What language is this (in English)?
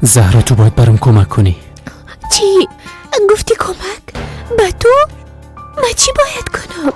Persian